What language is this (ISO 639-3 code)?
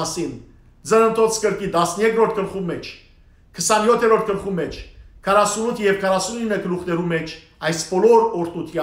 hyw